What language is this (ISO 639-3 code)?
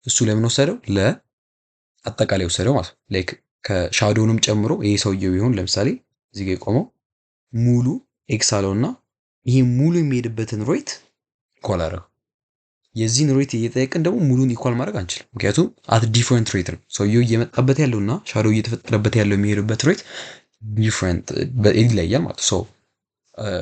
amh